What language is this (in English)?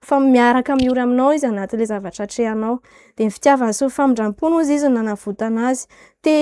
Malagasy